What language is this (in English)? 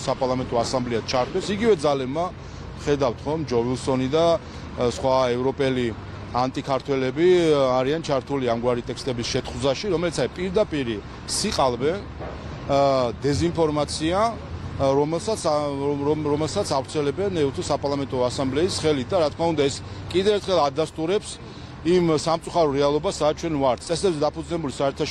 Georgian